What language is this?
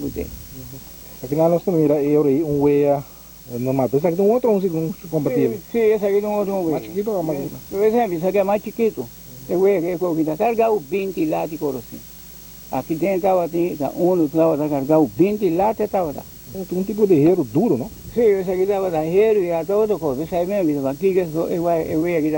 Papiamento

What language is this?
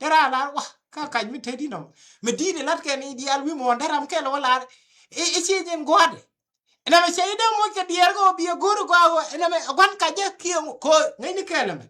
Nuer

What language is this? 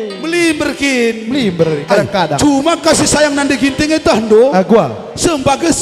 Batak Karo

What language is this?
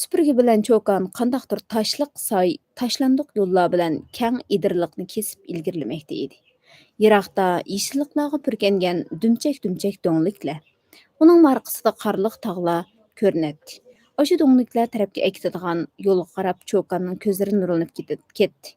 Uyghur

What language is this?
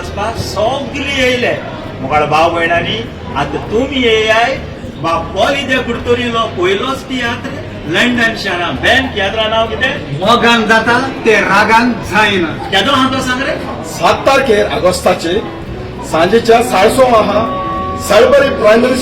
Konkani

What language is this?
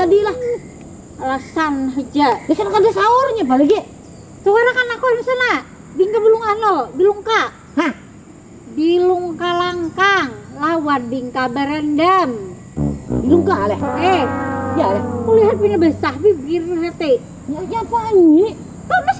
Banjar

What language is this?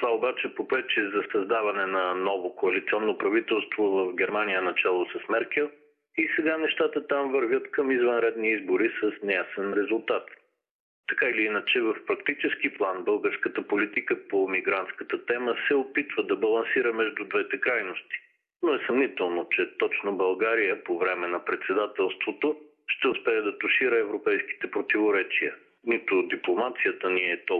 Bulgarian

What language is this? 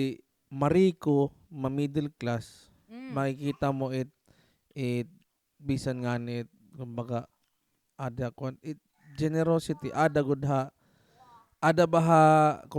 Waray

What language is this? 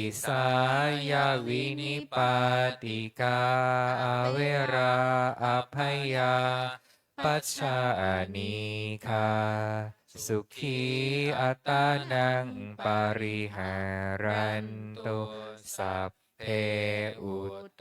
Pali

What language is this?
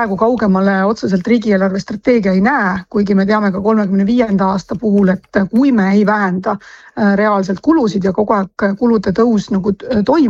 Estonian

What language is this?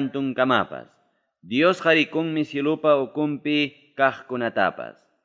Ayacucho Quechua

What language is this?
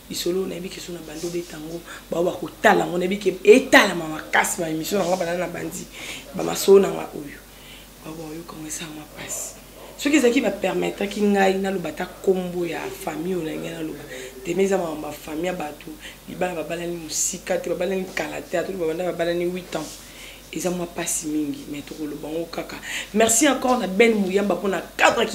Lingala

